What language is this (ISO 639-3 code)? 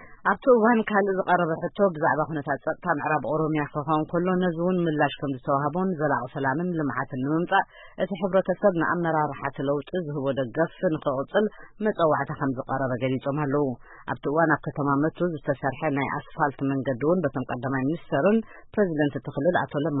tir